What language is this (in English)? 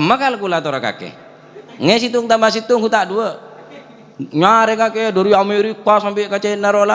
Madurese